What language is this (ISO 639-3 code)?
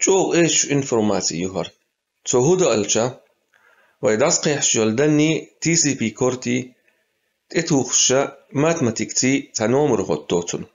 che